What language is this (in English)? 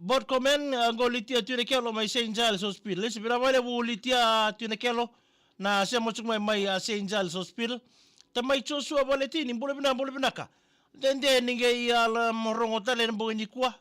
Fijian